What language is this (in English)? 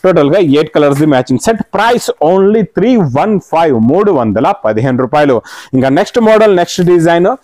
Telugu